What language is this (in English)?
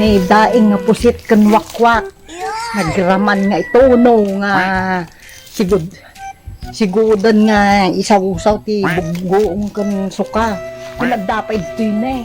Iloko